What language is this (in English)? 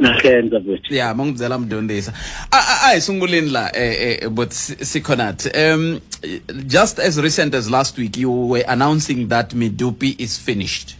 Tsonga